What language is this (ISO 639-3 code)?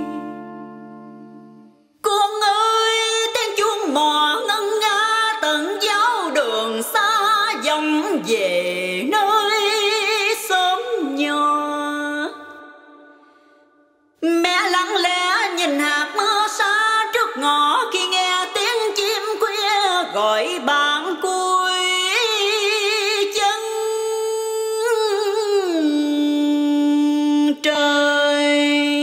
vie